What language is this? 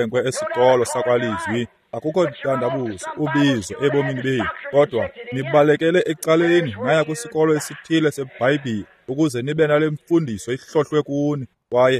Xhosa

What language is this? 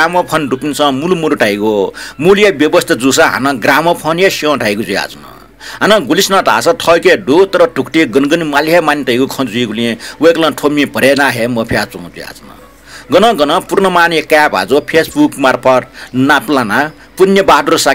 Newari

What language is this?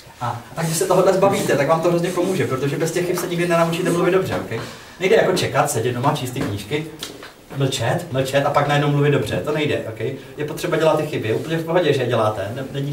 Czech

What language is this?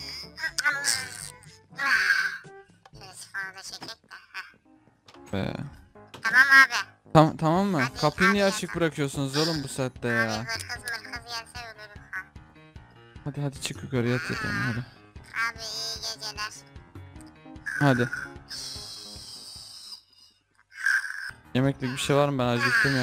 Turkish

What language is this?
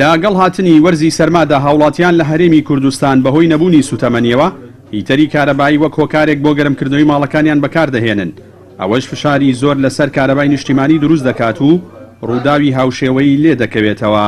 Central Kurdish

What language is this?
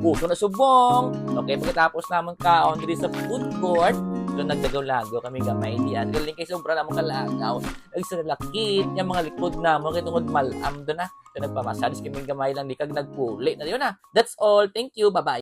Hiligaynon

